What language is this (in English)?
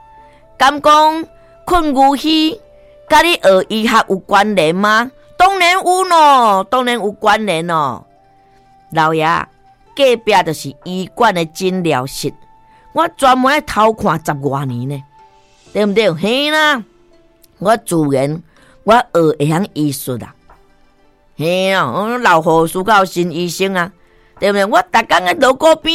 Min Nan Chinese